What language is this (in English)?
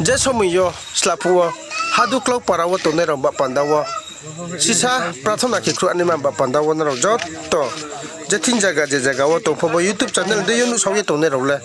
Riang (India)